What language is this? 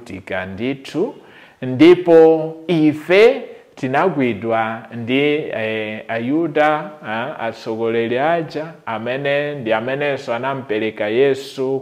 Nyanja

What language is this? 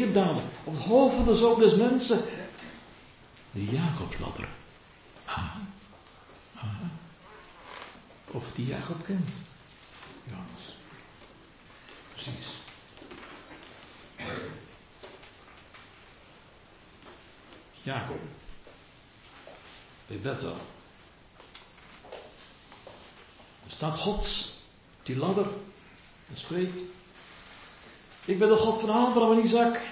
Dutch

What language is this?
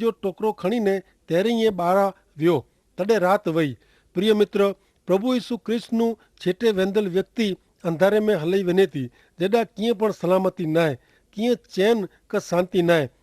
Kachhi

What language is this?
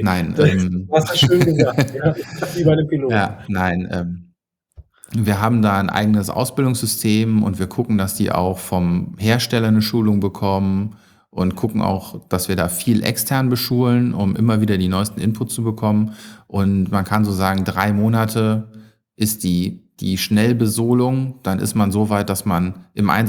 German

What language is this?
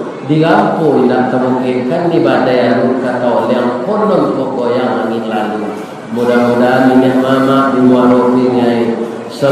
Minangkabau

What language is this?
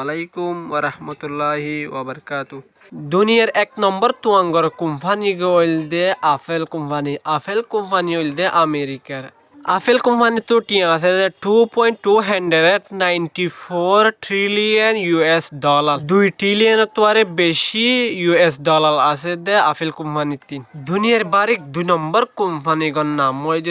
Rohingya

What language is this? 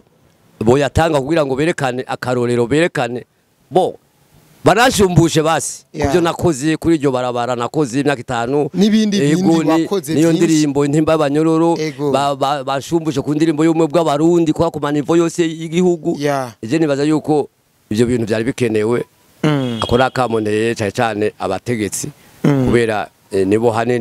Rundi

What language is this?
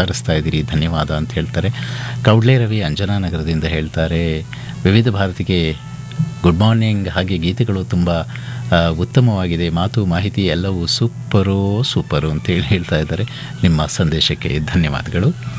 Kannada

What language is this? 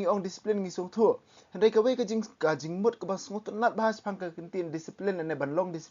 Khasi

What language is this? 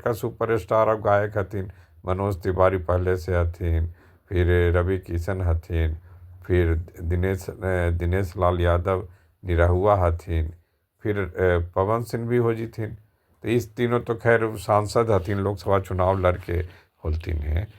Magahi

